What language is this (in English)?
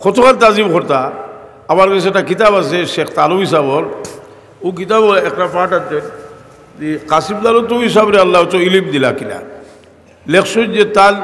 Sylheti